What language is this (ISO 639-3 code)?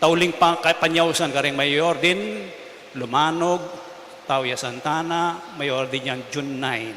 pam